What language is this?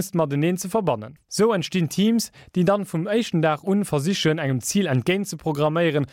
Luxembourgish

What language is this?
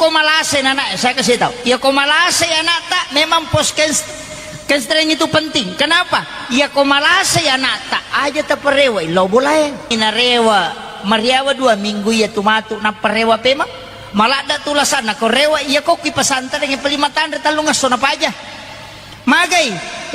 Buginese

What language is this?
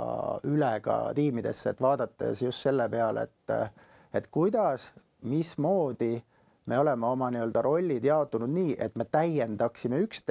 Estonian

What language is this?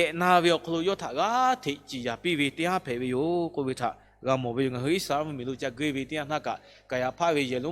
Lahu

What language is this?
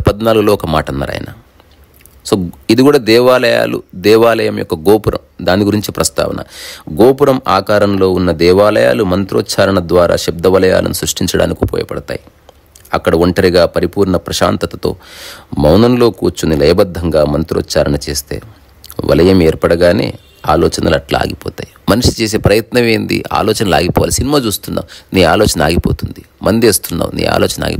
Telugu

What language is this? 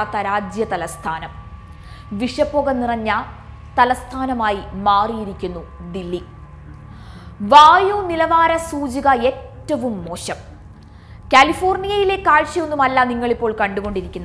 Malayalam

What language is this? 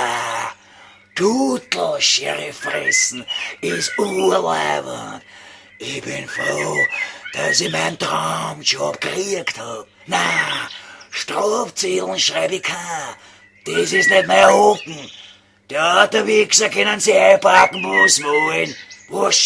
Bavarian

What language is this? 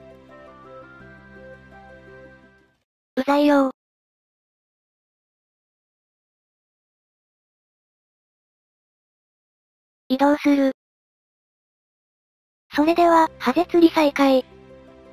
Japanese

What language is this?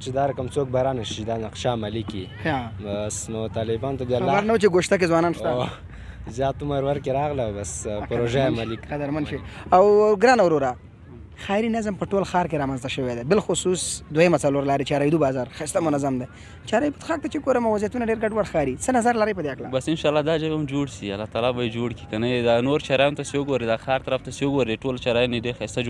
Pashto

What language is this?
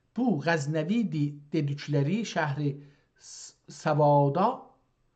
South Azerbaijani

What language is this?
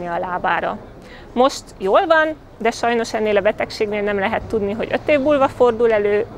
Hungarian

